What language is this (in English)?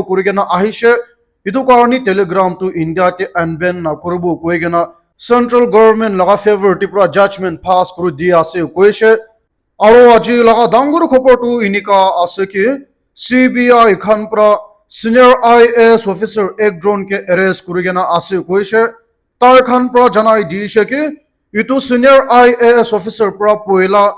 Naga Pidgin